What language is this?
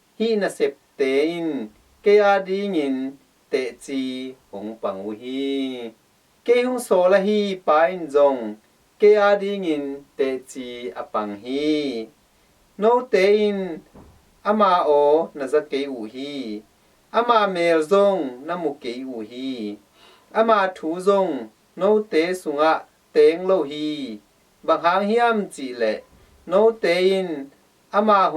Tedim Chin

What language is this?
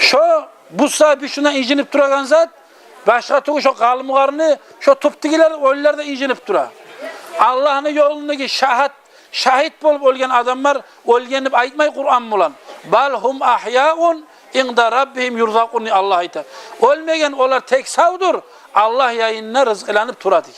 Kumyk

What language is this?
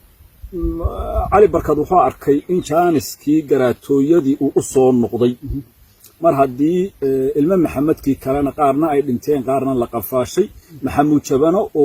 Somali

